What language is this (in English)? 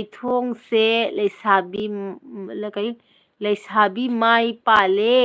Manipuri